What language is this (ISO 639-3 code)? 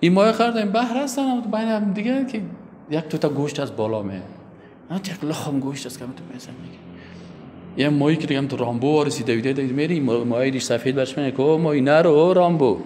fas